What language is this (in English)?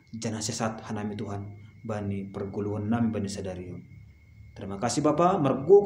Batak Simalungun